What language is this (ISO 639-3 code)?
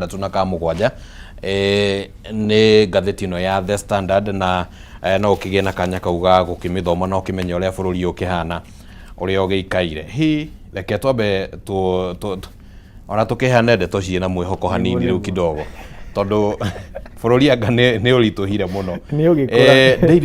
kik